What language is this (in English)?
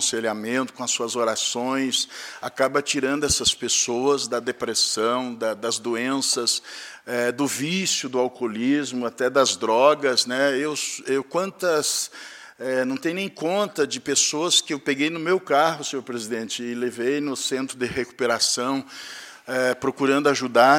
Portuguese